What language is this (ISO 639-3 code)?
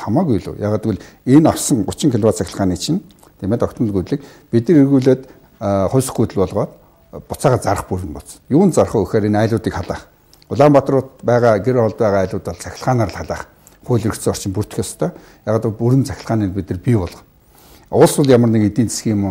mon